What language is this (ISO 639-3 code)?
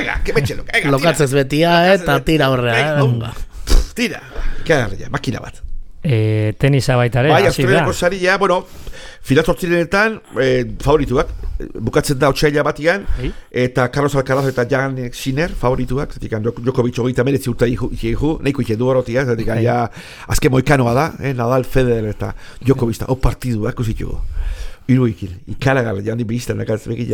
eus